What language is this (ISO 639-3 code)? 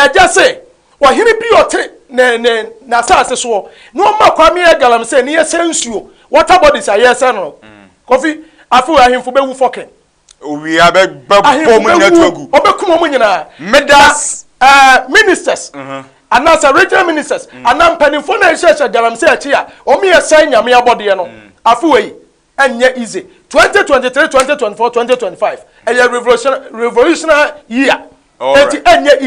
aka